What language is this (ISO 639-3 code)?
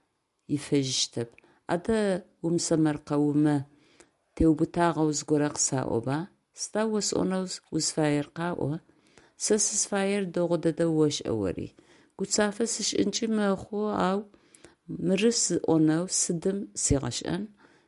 ady